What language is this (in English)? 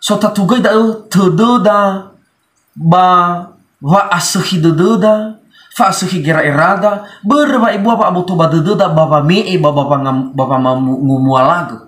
Nias